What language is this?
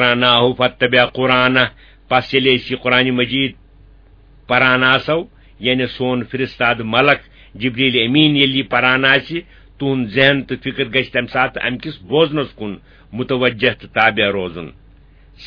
Kashmiri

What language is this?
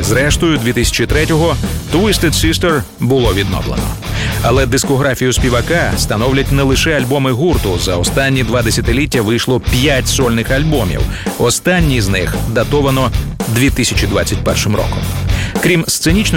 Ukrainian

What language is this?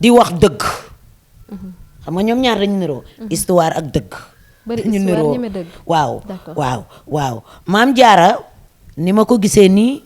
Wolof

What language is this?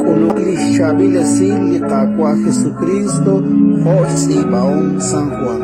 Kekchí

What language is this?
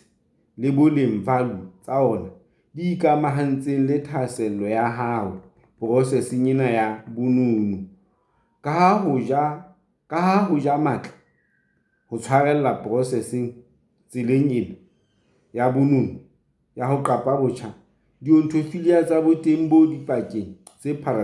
Southern Sotho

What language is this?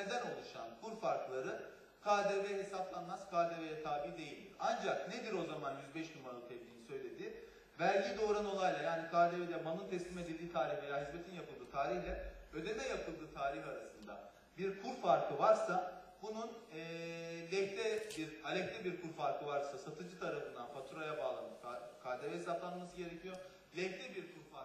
Turkish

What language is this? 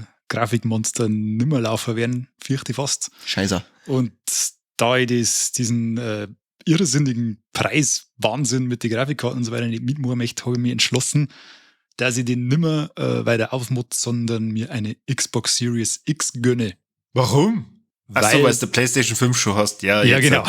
Bavarian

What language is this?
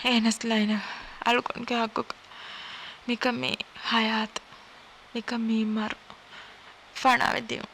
Divehi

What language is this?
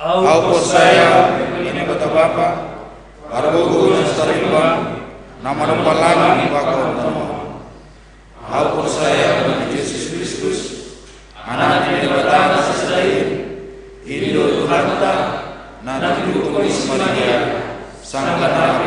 Batak Simalungun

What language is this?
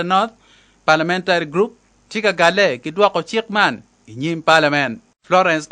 Acoli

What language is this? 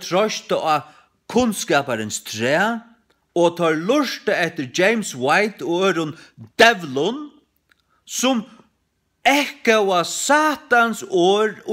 Faroese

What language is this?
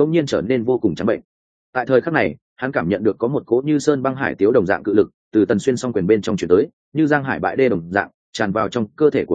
Vietnamese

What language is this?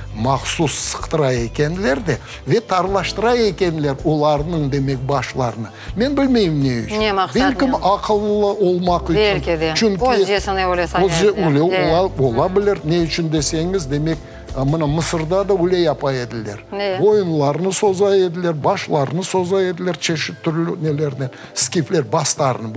Crimean Tatar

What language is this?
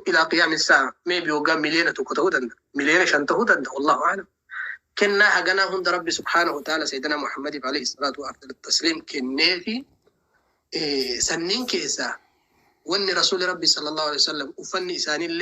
Oromo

